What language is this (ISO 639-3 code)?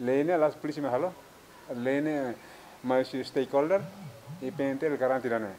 tet